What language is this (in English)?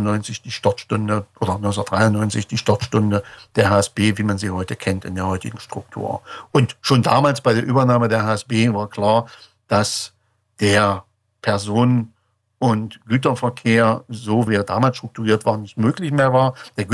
German